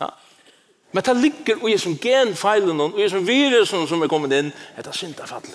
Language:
Faroese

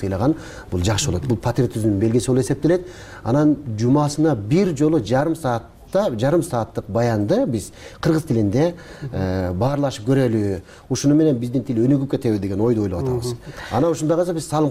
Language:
Kyrgyz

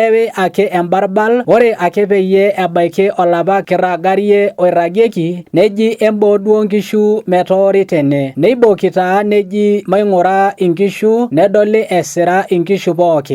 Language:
Masai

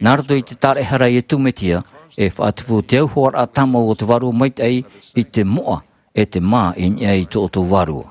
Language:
Tahitian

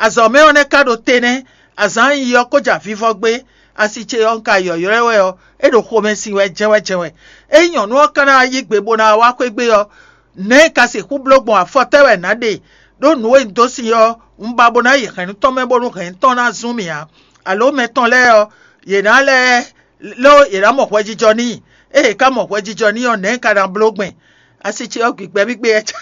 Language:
Fon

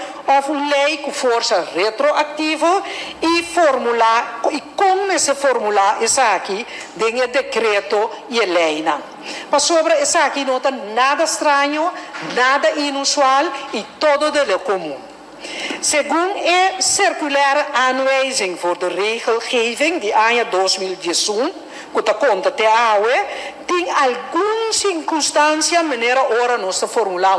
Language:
Papiamento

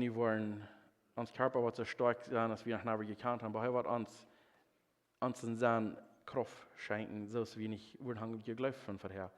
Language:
Plautdietsch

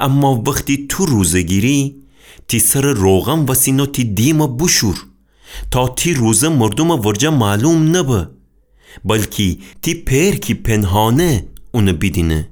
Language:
Gilaki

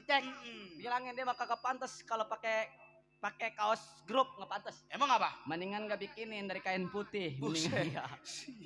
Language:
Betawi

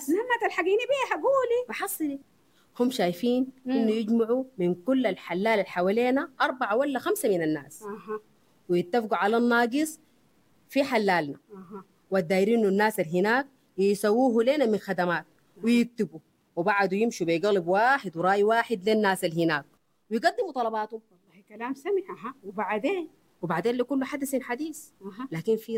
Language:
Sudanese Arabic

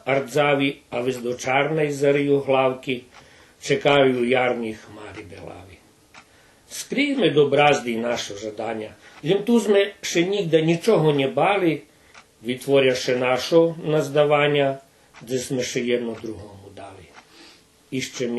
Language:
Rusyn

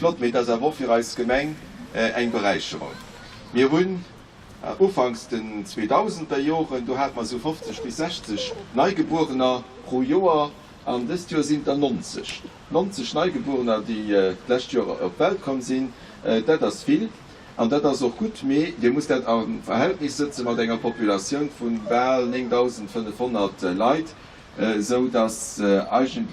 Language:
Luxembourgish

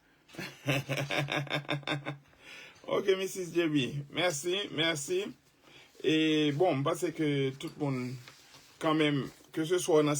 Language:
Haitian Creole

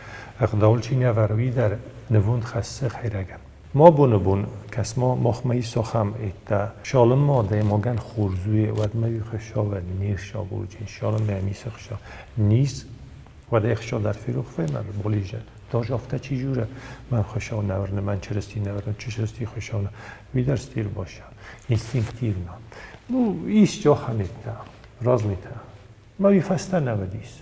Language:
Ossetic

